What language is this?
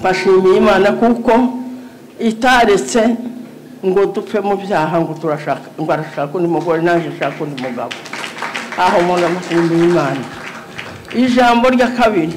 Kinyarwanda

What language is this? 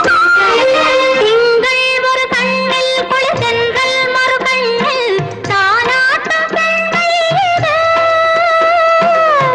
Tamil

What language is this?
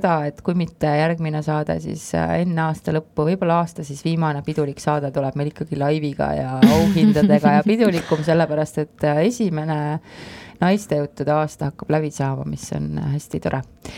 Estonian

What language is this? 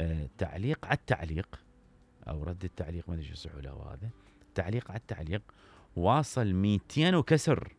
Mesopotamian Arabic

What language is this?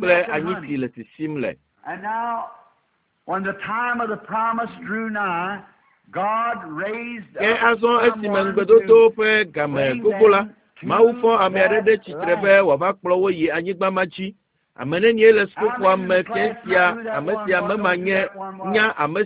Ewe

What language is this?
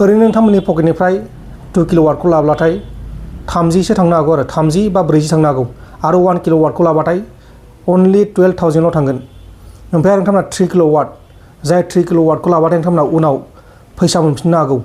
Bodo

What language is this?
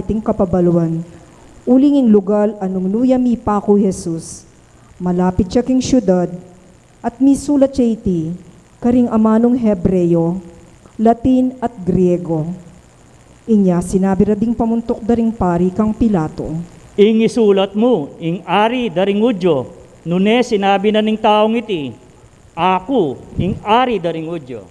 Pampanga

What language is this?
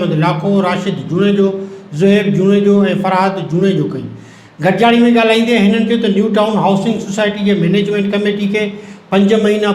Sindhi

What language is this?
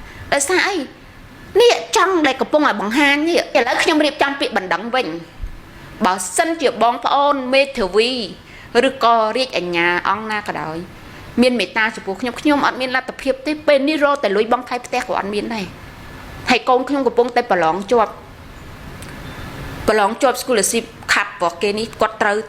Khmer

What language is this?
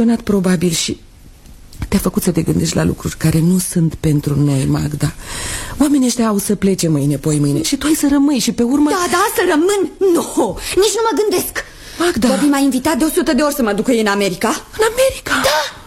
Romanian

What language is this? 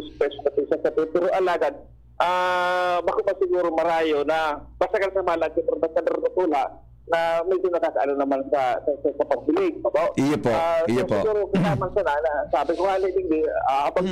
Bikol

